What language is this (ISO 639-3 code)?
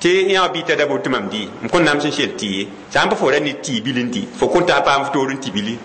mos